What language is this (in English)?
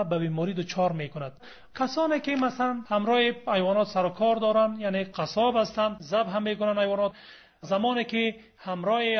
Persian